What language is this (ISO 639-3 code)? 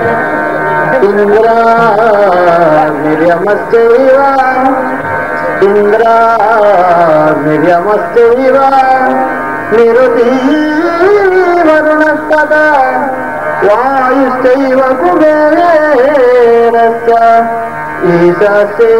kan